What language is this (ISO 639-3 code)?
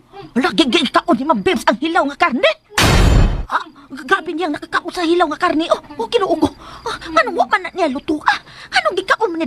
ceb